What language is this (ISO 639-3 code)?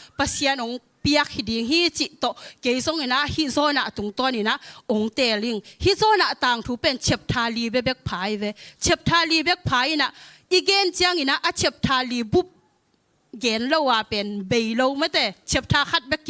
ctd